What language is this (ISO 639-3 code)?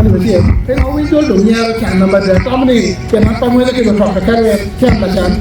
ach